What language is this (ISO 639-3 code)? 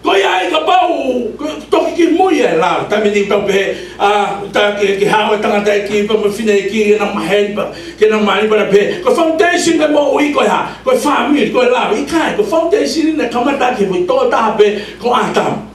ton